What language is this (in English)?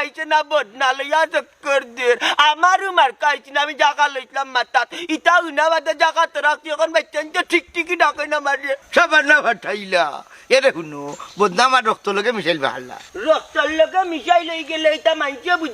Sylheti